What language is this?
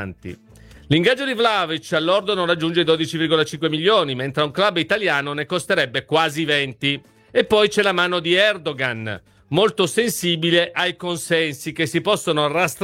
Italian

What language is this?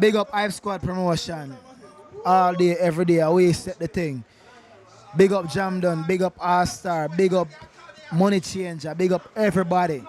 Jamaican Creole English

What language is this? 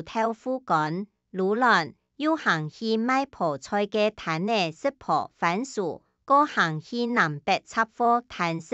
Hakka Chinese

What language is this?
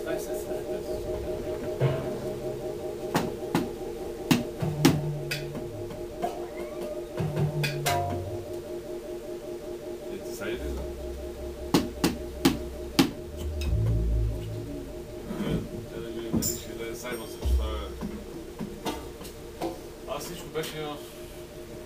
Bulgarian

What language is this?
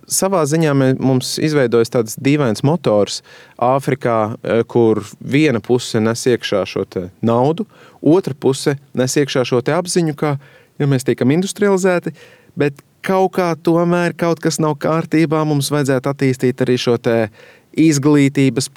Latvian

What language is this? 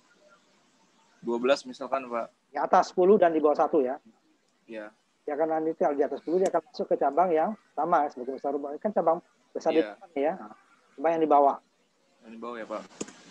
Indonesian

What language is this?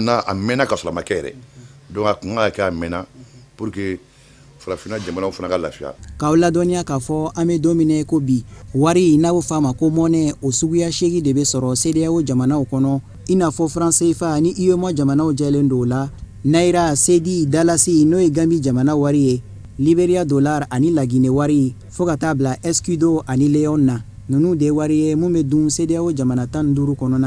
Bambara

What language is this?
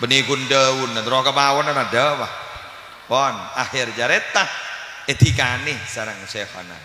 Madurese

